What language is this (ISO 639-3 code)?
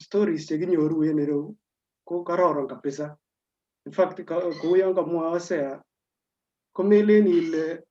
kln